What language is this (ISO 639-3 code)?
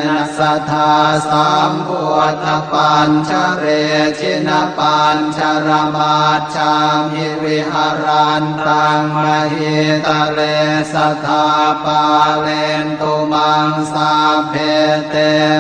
pli